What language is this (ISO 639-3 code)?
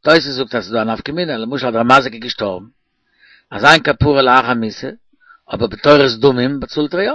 yid